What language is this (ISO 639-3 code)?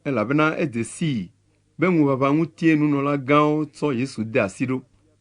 ewe